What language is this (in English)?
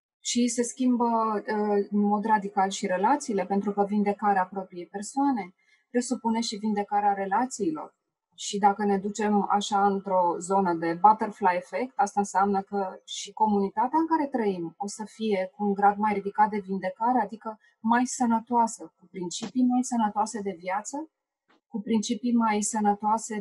Romanian